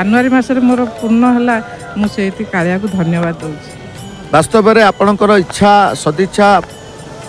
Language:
Odia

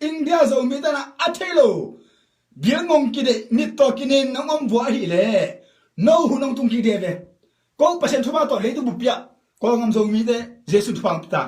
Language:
Tedim Chin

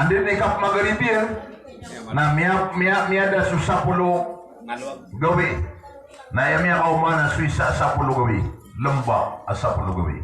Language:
Maranao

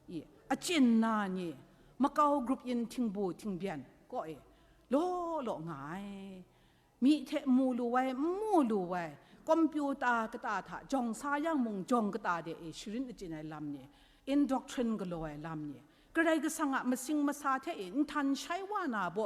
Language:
Kachin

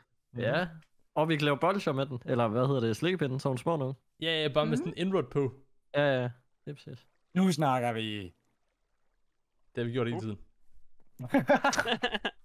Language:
Danish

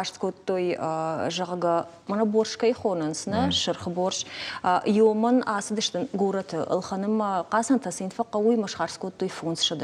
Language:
Ossetic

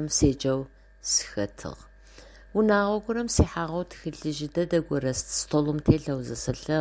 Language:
Adyghe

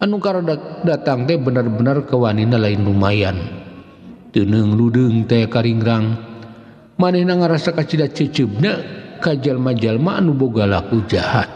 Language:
Sundanese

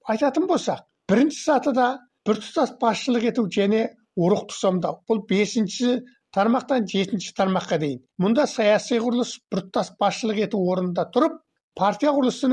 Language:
Kazakh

